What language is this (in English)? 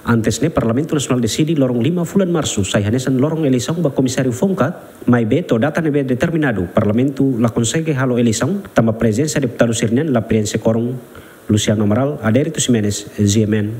Tetum